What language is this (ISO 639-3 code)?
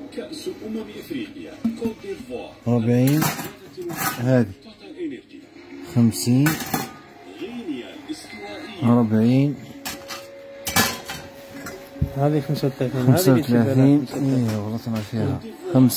arq